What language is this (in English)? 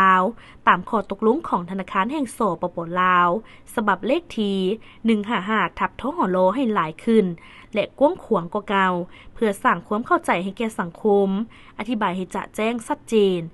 Lao